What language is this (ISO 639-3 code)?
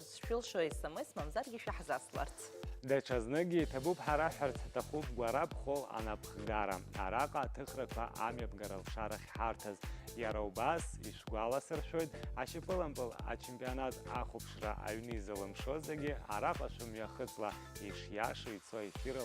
abk